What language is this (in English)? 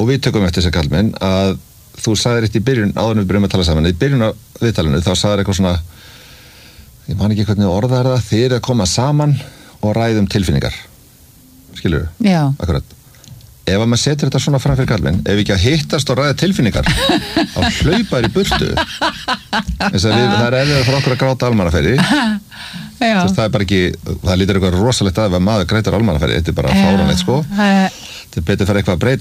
Icelandic